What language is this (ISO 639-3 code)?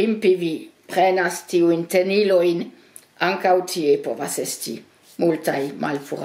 epo